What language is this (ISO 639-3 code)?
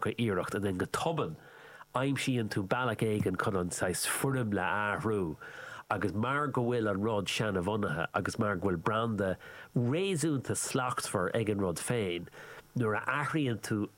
gle